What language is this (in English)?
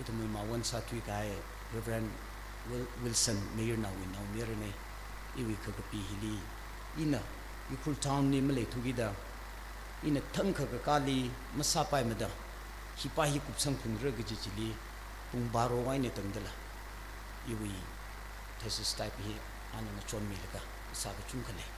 Tangkhul Naga (India)